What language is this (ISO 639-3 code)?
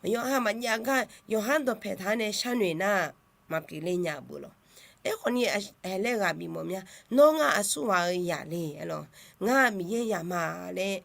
ahk